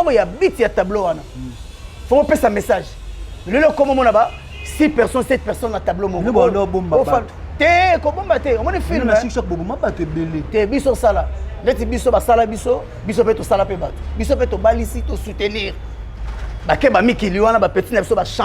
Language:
Lingala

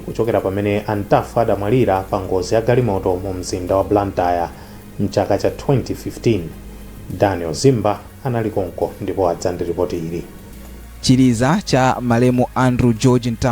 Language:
Nyanja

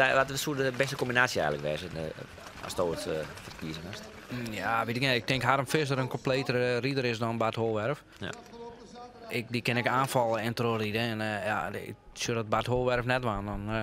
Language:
Western Frisian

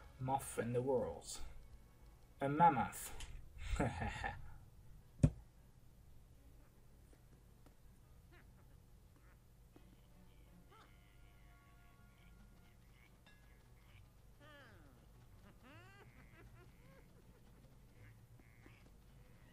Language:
Dutch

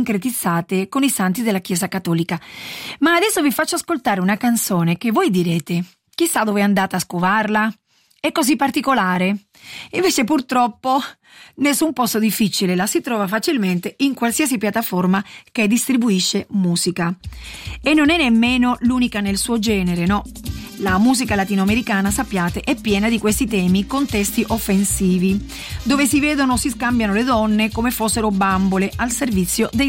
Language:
Italian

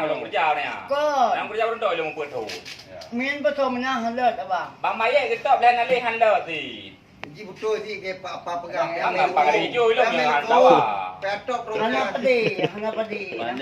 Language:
Achinese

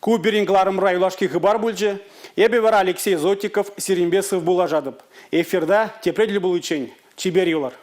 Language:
Chuvash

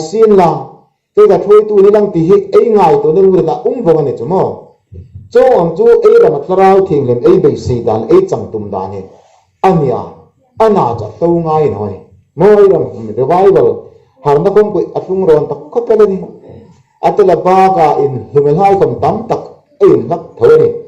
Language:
Hmar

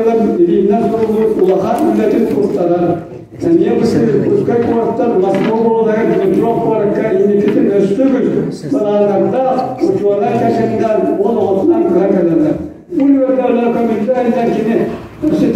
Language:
Yakut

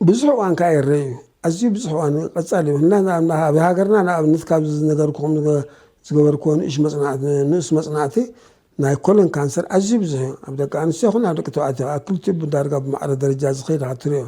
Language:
Tigrinya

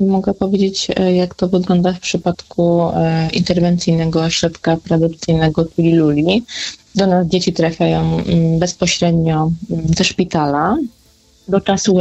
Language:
Polish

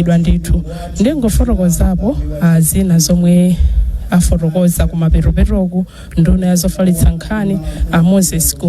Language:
Nyanja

